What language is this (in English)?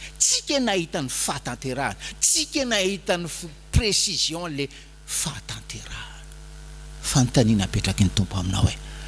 Malagasy